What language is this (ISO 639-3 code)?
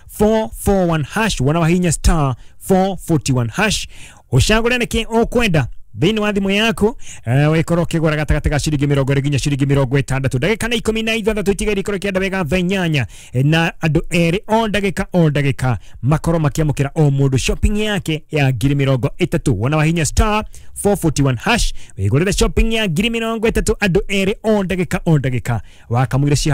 kik